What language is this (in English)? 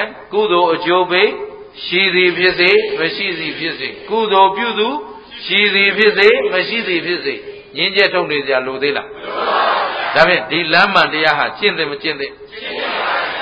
Burmese